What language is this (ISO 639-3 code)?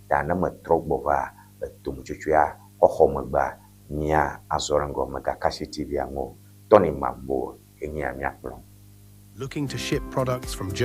ewe